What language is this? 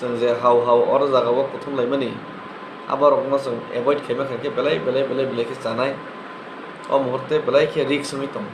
Kok Borok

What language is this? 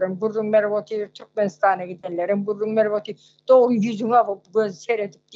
Turkmen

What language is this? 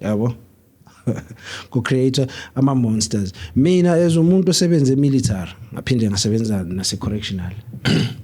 Zulu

